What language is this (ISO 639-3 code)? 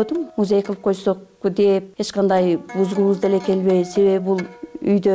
kir